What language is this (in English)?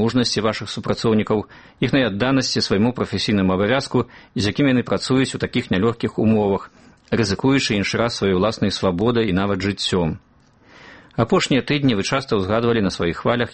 Belarusian